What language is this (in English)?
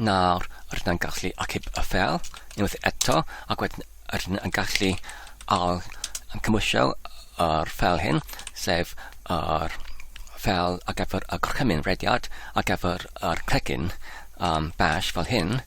Welsh